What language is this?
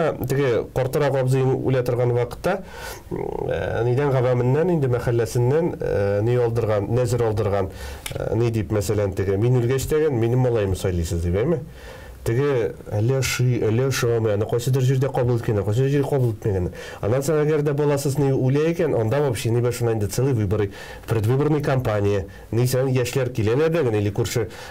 Tatar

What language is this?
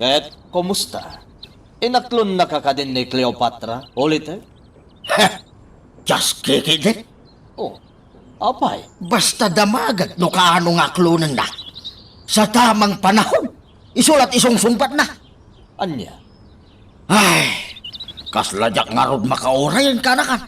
Iloko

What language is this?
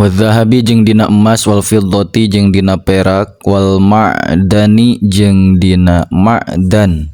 Sundanese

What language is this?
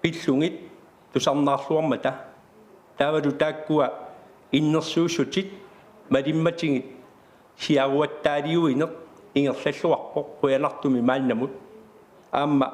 Kalaallisut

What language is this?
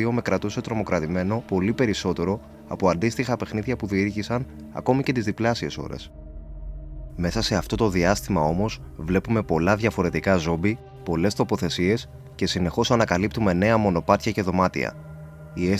Greek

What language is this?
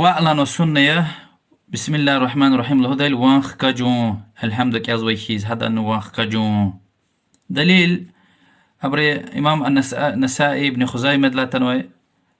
Lezghian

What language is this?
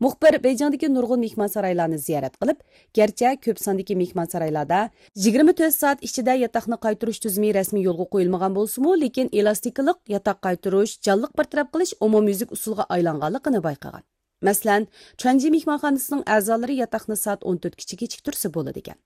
Uyghur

